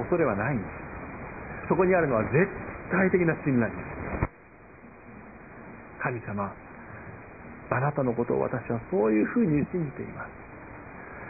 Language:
Japanese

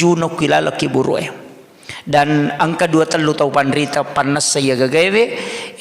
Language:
Buginese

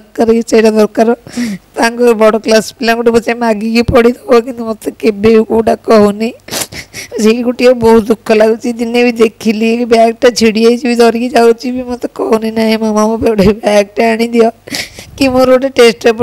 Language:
Odia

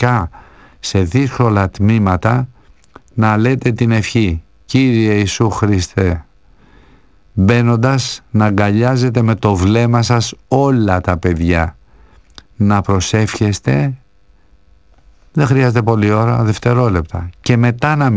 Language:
Greek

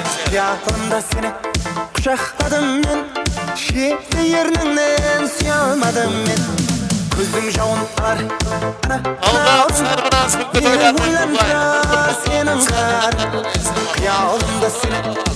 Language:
Kara-Kalpak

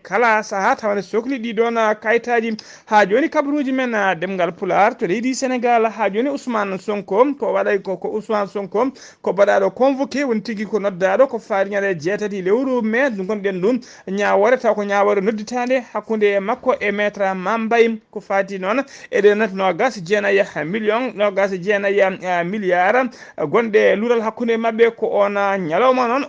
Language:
Fula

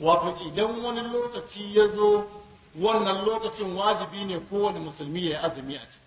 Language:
Hausa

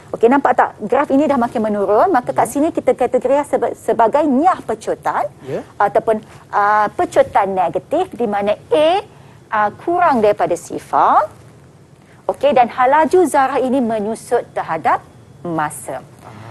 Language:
Malay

